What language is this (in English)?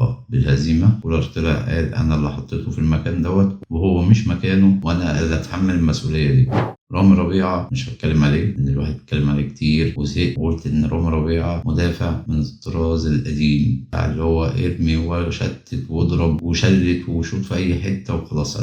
Egyptian Arabic